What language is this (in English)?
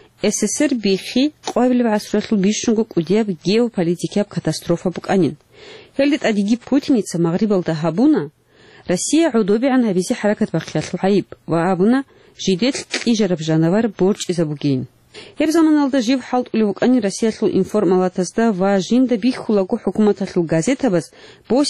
Avaric